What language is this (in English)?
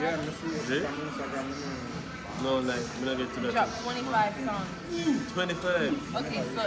Jamaican Creole English